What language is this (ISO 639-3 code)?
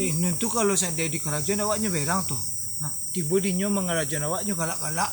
min